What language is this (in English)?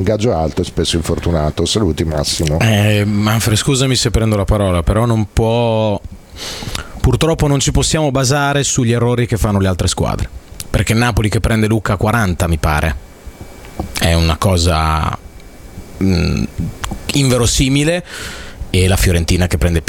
Italian